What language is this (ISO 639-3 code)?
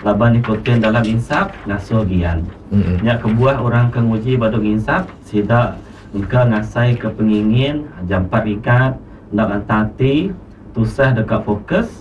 iba